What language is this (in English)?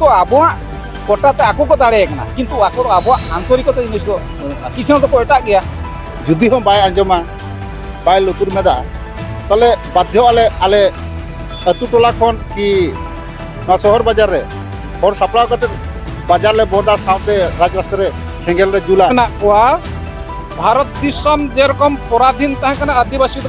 Santali